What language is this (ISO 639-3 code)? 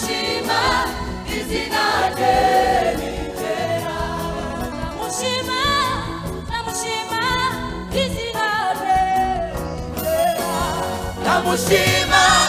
kin